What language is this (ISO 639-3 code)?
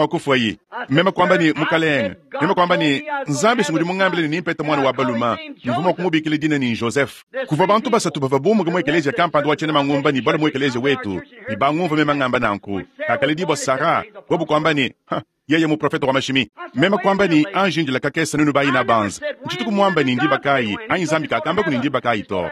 lua